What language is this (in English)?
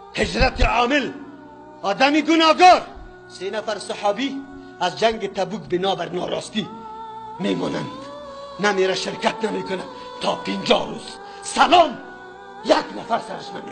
Persian